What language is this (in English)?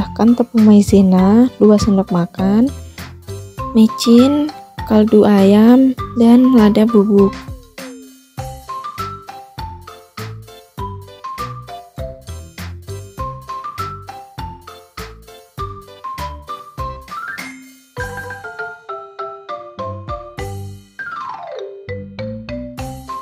Indonesian